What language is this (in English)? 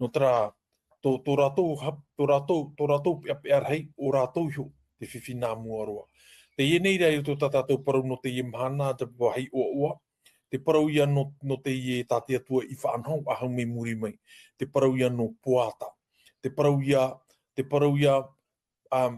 Tahitian